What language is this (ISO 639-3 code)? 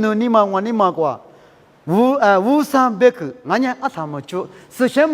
lis